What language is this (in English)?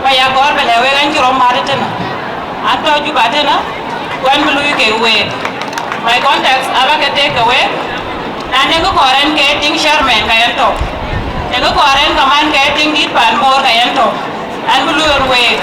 Dinka